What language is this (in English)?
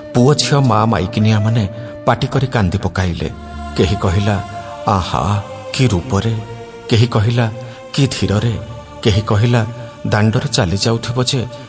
Odia